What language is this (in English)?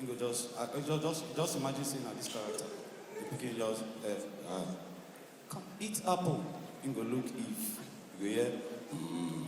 Nigerian Pidgin